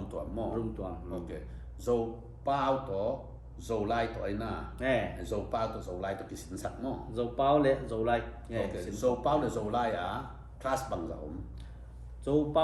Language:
Tedim Chin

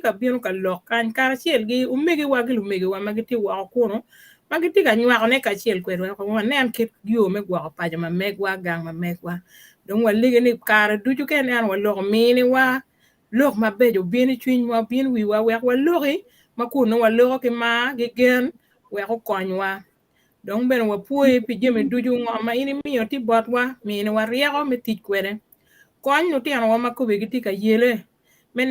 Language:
Acoli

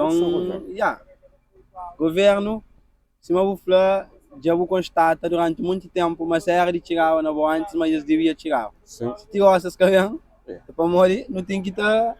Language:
Kabuverdianu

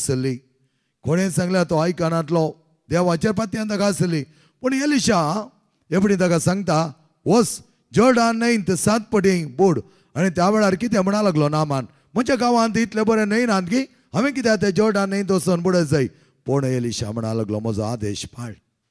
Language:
Konkani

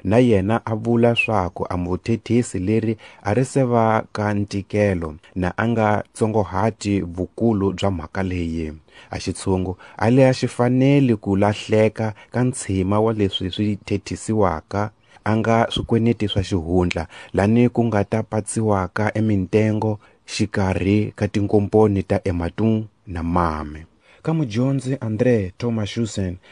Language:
Tsonga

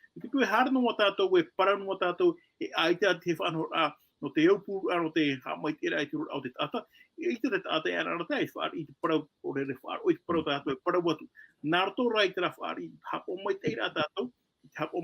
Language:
Tahitian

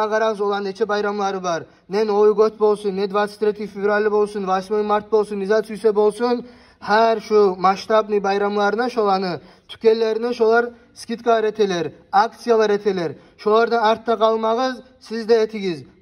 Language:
Kumyk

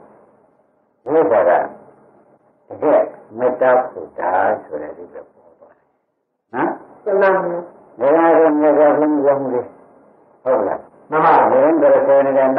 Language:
Burmese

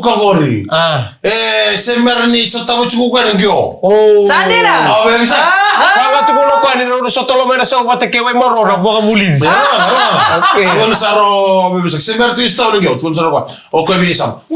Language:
Fijian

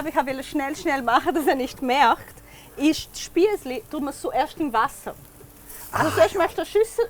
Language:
Swiss German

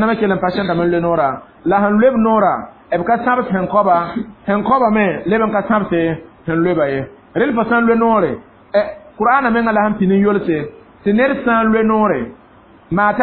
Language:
Mossi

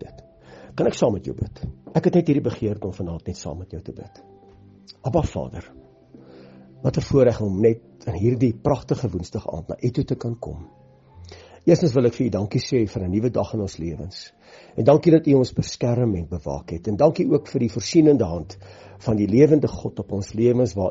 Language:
Afrikaans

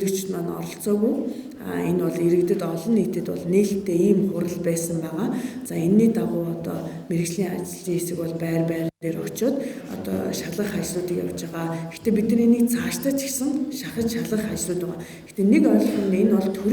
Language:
Mongolian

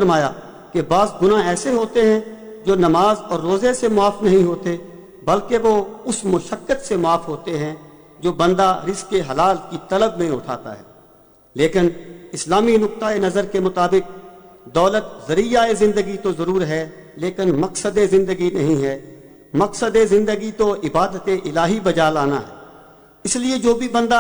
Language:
Urdu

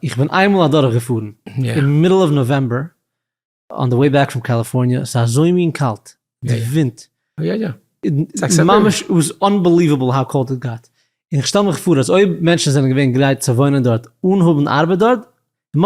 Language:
Yiddish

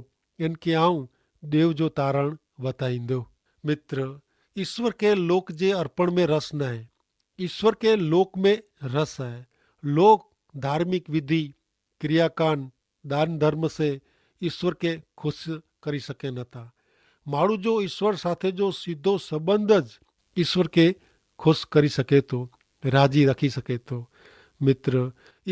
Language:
Kachhi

